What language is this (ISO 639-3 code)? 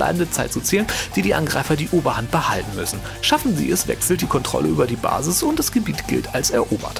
deu